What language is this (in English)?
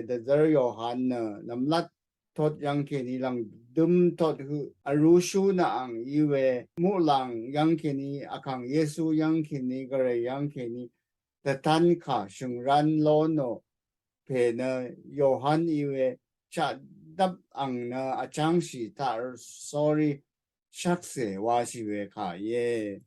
Rawang